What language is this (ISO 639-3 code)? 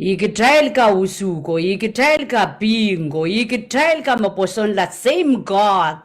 pon